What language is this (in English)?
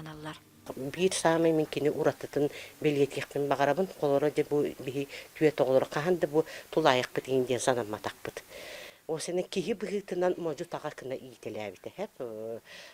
Yakut